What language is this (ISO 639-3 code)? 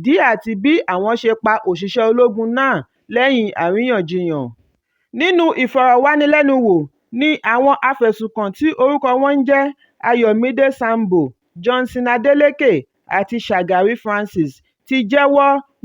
yor